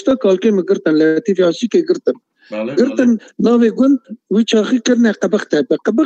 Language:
Kurdish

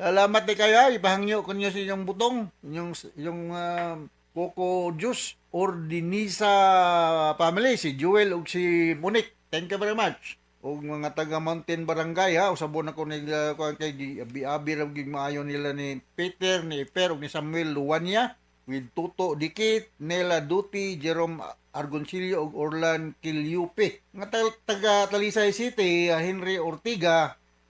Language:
Cebuano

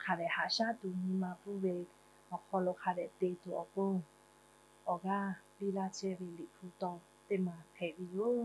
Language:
Lahu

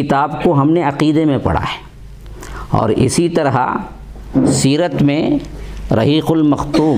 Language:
Urdu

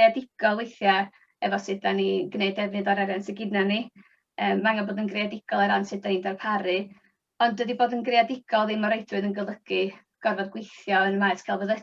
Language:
Welsh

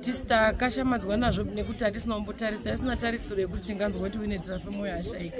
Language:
Shona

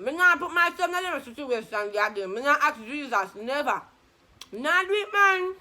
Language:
Jamaican Creole English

